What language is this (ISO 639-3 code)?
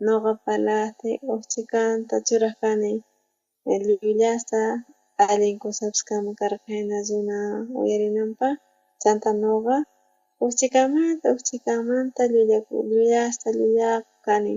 quh